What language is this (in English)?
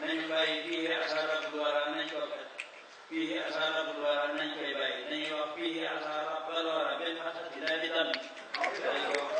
Wolof